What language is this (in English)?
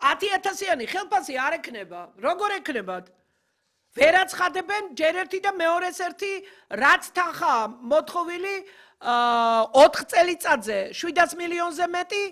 Georgian